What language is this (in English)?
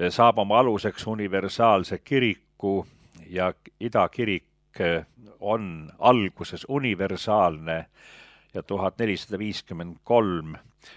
Estonian